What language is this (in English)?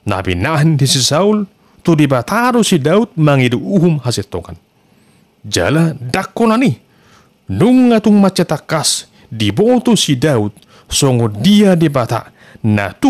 Batak Toba